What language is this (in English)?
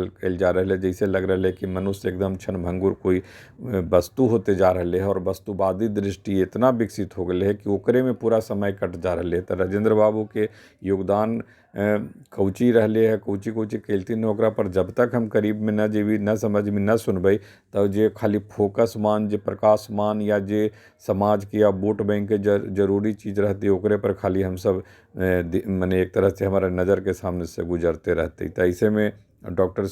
Magahi